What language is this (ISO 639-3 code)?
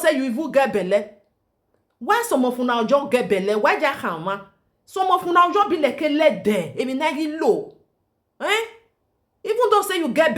pcm